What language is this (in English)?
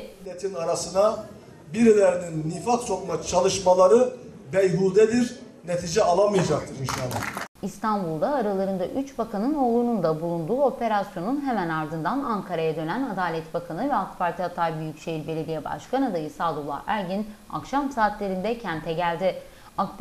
Turkish